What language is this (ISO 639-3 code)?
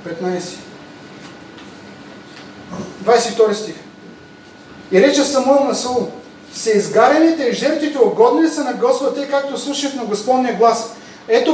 bul